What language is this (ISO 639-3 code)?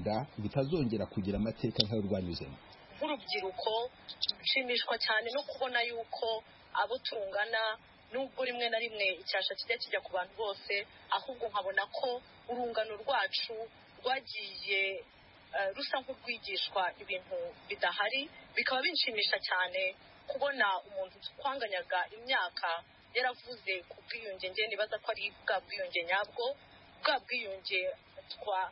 kin